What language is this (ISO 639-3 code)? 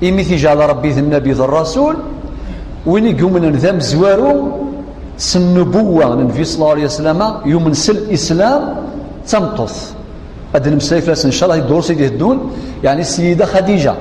kab